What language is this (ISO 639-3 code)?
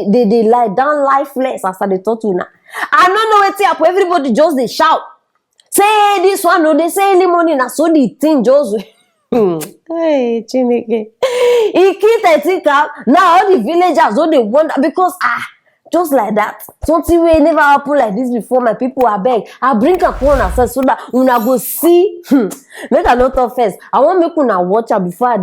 pcm